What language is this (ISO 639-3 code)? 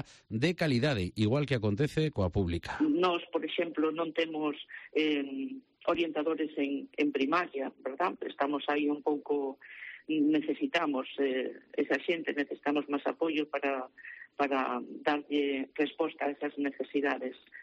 glg